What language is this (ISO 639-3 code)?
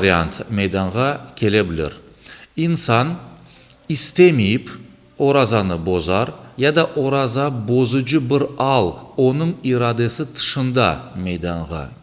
crh